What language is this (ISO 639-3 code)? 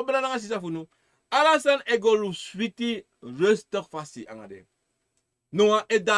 srn